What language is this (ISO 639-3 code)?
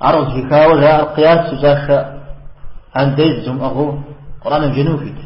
kbd